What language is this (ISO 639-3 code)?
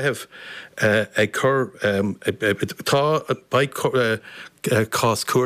gle